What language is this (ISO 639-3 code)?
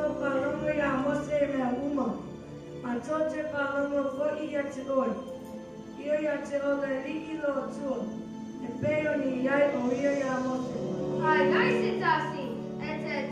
smo